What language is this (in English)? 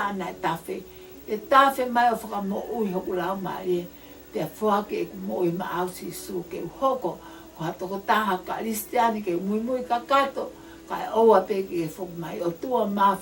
Tongan